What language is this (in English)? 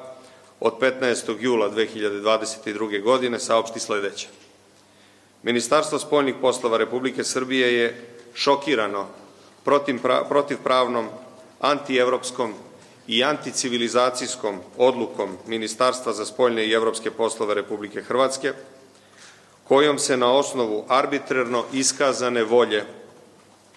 Serbian